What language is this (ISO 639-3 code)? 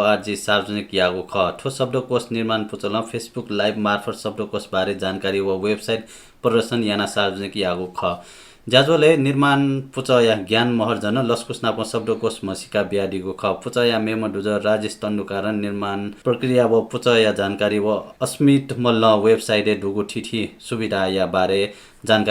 new